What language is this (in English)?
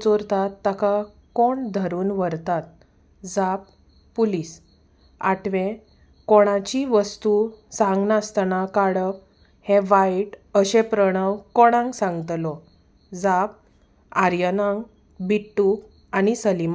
Konkani